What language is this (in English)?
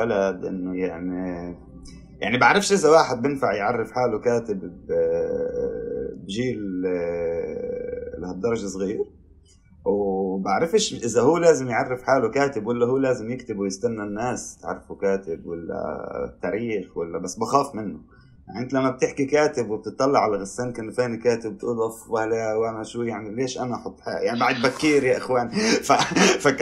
North Levantine Arabic